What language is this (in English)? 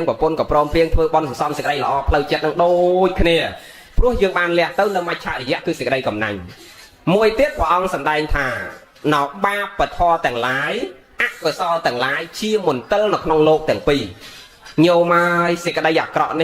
Khmer